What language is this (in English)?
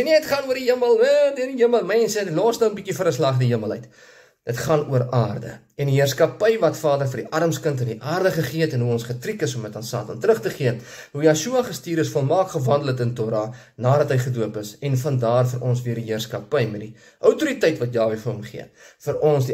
Afrikaans